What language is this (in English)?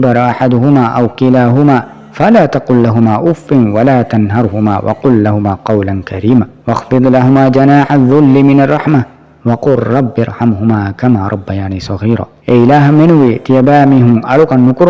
Divehi